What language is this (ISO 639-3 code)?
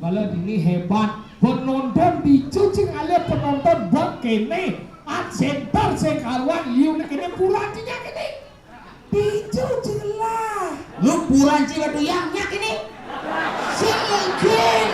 ban